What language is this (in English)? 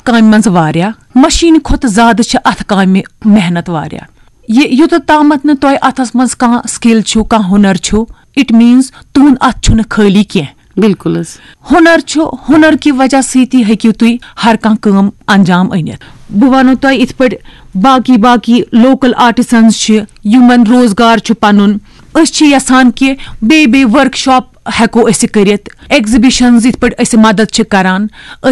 Kashmiri